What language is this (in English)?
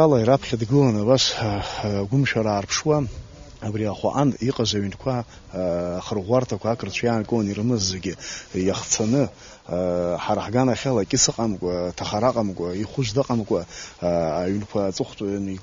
Abkhazian